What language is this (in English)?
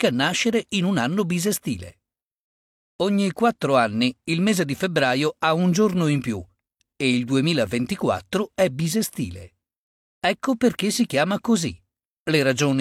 Italian